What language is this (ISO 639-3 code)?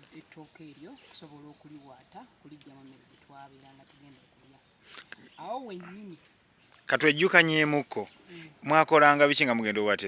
lug